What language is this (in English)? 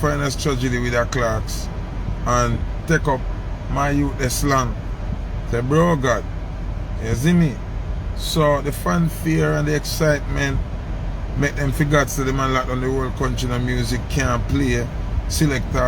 Jamaican Creole English